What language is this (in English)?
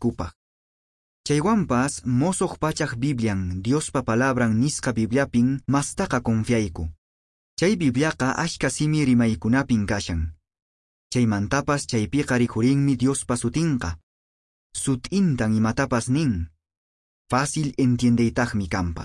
Quechua